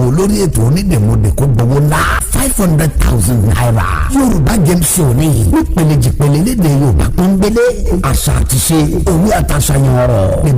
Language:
Yoruba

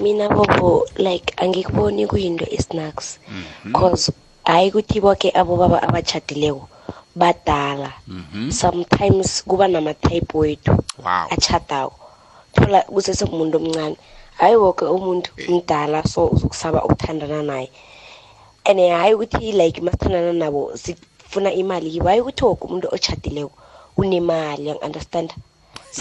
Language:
South Ndebele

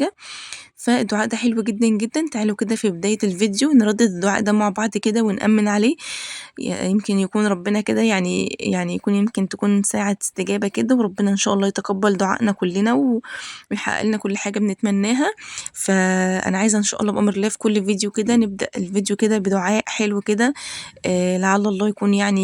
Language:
Egyptian Arabic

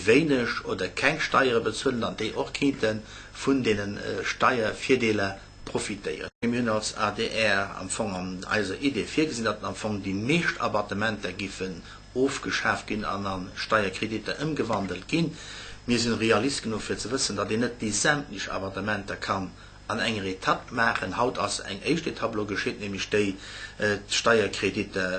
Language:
Luxembourgish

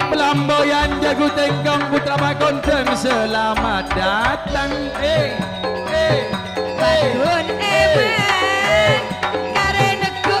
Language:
Madurese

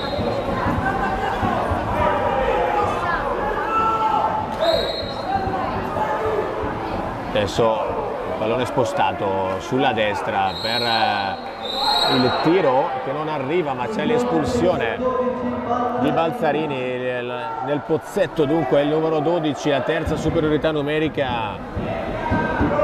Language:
Italian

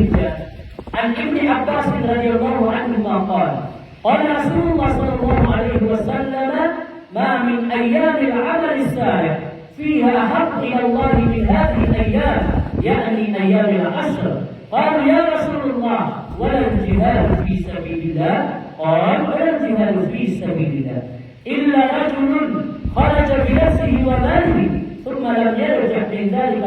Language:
Maranao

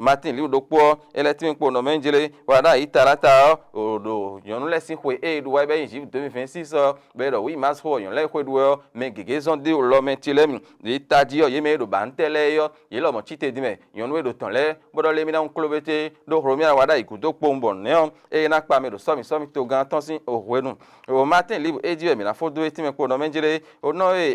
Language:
Fon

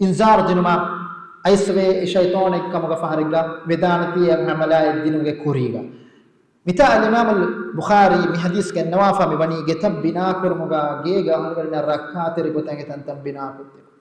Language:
Divehi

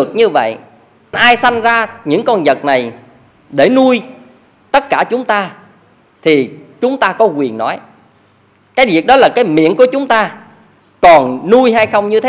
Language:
Vietnamese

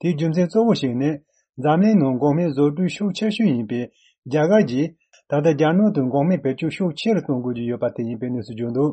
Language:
Tibetan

